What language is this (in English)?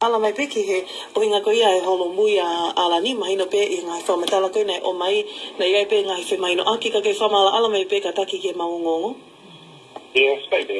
Tongan